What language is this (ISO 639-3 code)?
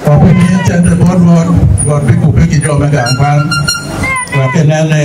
ach